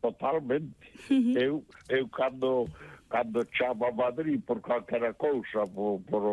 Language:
Galician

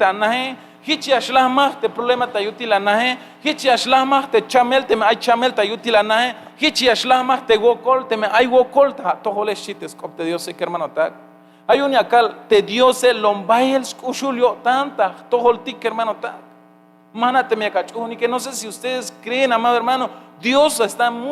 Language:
Tzeltal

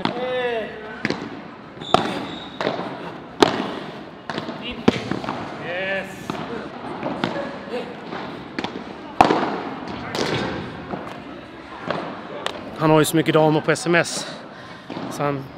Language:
Swedish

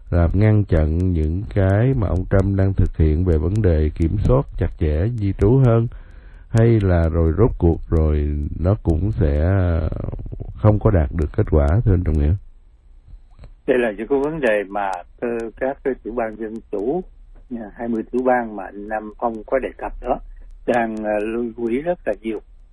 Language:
Vietnamese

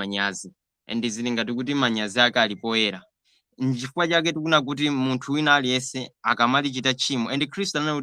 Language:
Nyanja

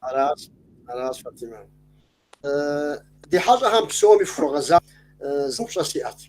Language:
Kabardian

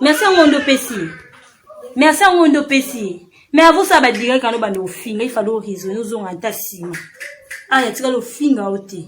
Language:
Lingala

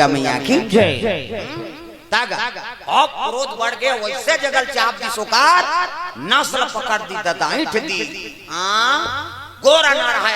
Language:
Chhattisgarhi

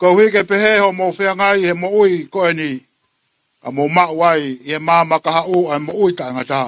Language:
Tongan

